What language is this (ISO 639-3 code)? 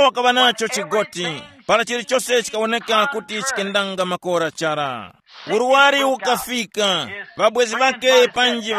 tum